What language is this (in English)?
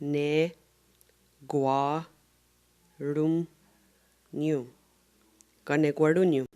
Mohawk